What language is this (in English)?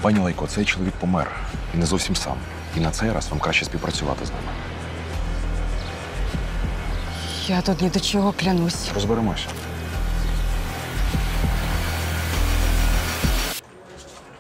Ukrainian